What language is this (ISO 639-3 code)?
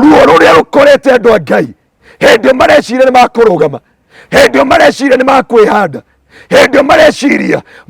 kik